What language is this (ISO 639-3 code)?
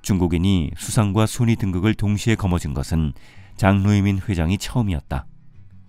kor